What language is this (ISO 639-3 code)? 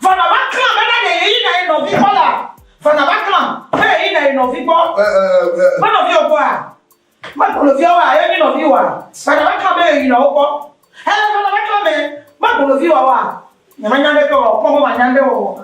ewe